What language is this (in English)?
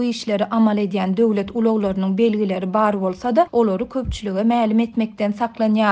Turkmen